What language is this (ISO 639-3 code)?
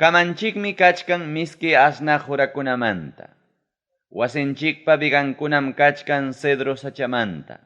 quy